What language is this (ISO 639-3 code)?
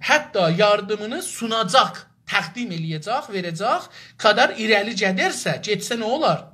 azb